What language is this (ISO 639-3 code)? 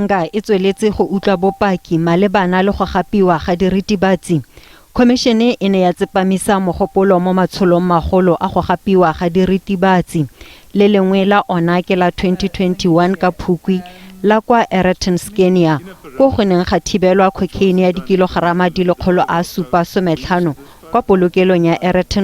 tsn